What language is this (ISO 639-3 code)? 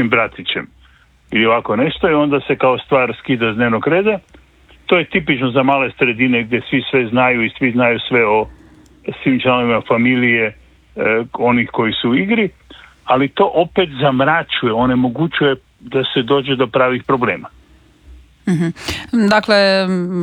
hrv